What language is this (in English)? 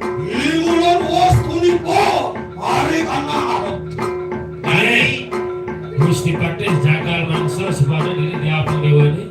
Balinese